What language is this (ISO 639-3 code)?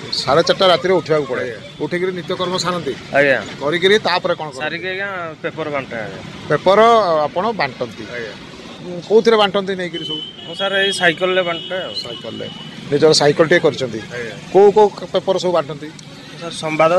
ori